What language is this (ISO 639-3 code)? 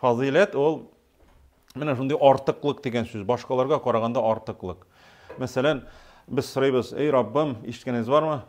tat